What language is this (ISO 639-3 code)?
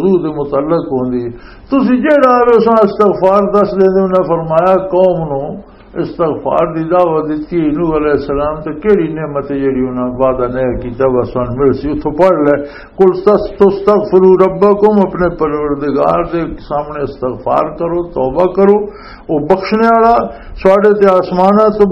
lah